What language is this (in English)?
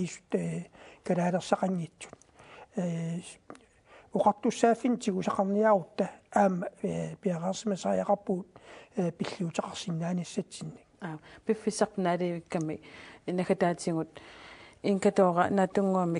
Kalaallisut